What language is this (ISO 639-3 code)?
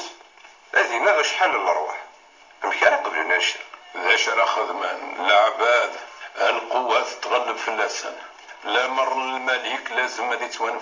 kab